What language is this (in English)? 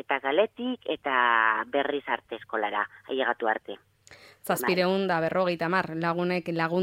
Basque